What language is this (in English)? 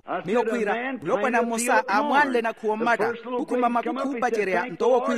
Makhuwa